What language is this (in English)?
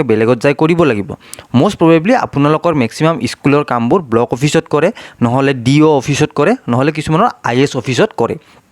Assamese